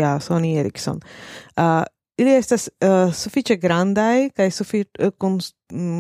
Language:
Esperanto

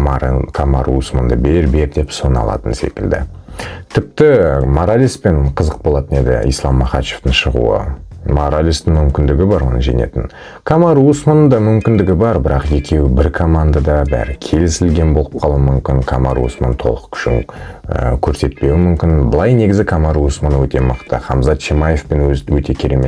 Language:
Kazakh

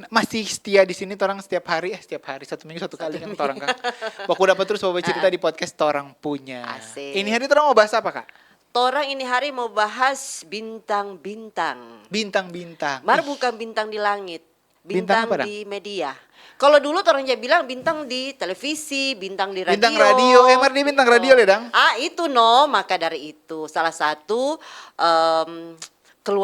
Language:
Manado Malay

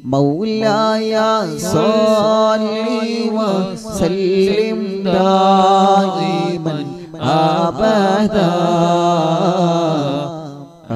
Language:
Malayalam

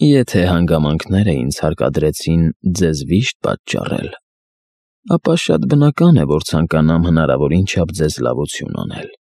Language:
Armenian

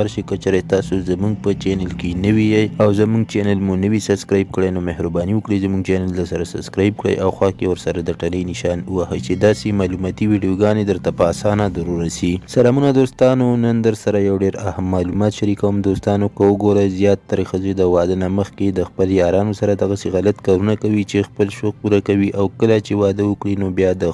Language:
Pashto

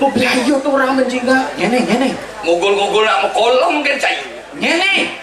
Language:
Balinese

